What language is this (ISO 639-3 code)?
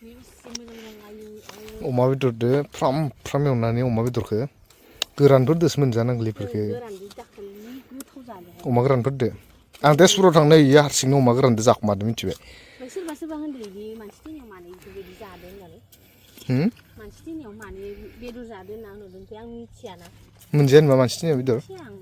brx